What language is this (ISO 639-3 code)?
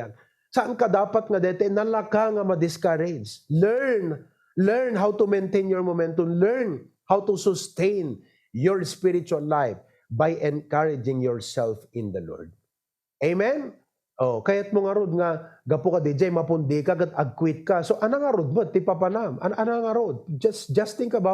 ilo